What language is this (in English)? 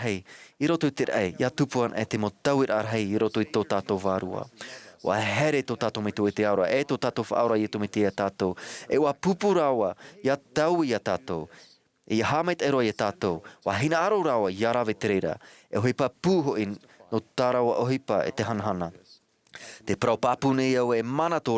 Tahitian